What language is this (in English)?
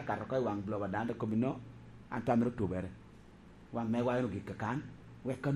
Lango (Uganda)